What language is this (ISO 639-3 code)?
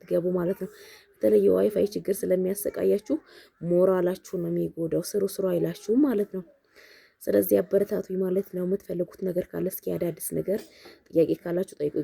amh